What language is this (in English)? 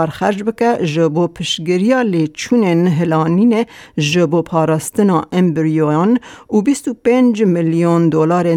Kurdish